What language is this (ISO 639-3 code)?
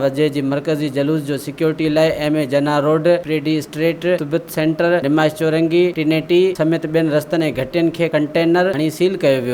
snd